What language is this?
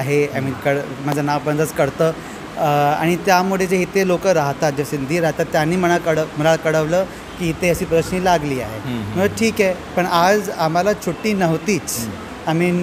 Marathi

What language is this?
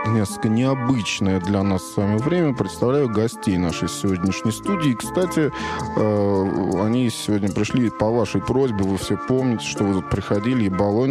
Russian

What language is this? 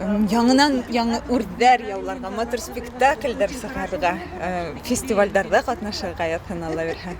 Bashkir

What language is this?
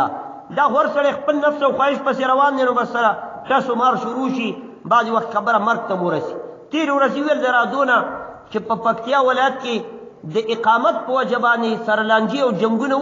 Pashto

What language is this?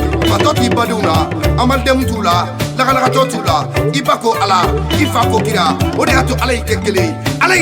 Bambara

